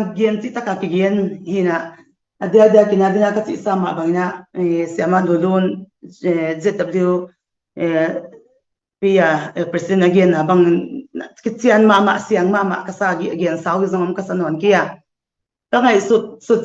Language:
Tedim Chin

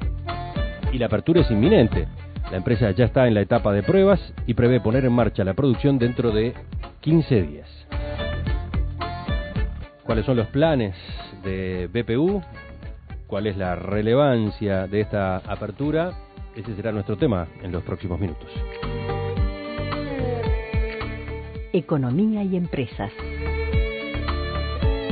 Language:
Spanish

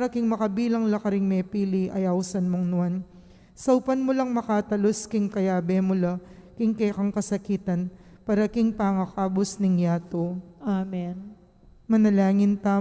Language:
Pampanga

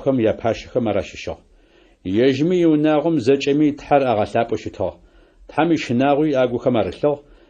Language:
Adyghe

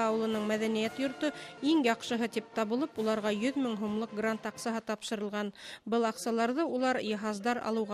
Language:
Bashkir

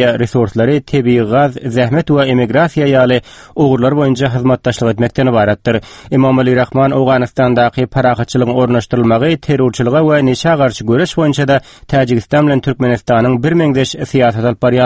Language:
Turkmen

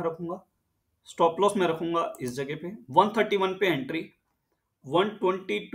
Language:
Hindi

